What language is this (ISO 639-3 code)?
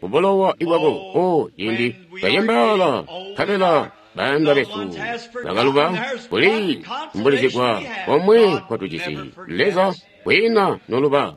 toi